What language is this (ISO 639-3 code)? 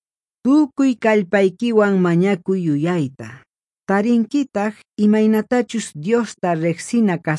que